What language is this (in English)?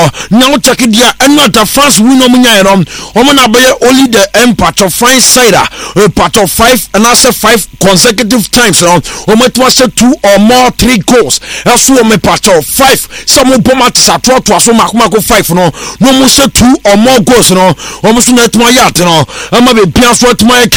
Akan